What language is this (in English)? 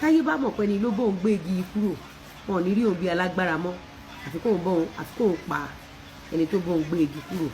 Yoruba